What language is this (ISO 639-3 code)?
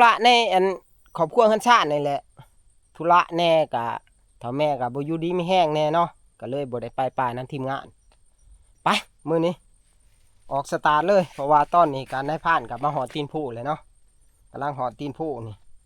tts